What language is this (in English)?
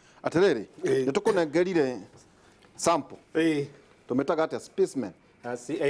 Kikuyu